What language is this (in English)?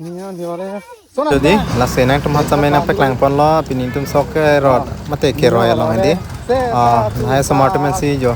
Karbi